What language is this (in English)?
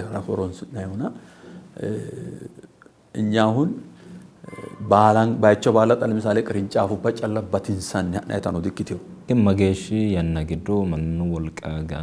Sidamo